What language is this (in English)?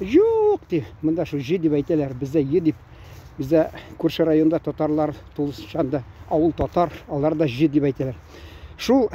Tatar